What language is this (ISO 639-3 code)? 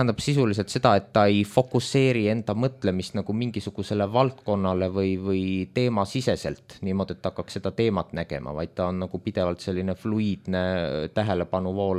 est